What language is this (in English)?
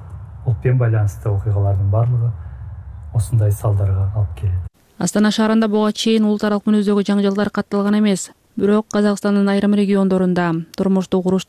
Kyrgyz